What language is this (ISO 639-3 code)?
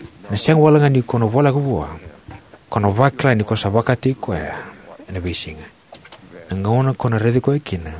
fij